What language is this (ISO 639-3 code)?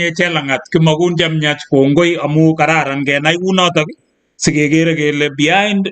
kln